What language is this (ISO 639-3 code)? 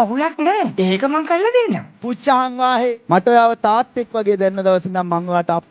sin